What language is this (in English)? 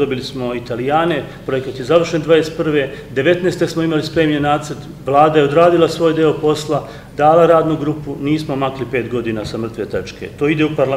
Serbian